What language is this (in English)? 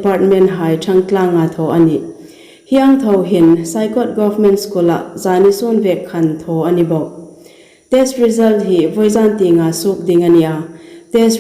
Hmar